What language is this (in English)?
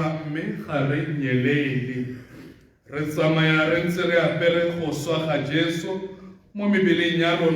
Tswana